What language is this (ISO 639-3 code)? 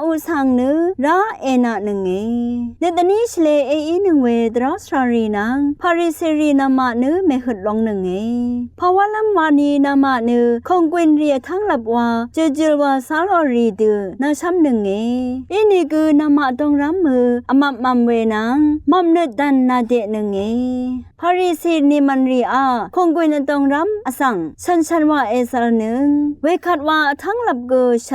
raw